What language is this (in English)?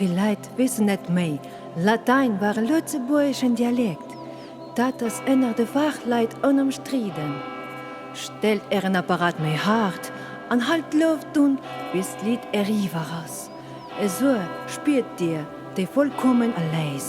Luxembourgish